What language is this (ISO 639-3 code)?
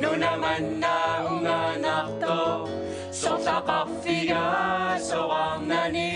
kal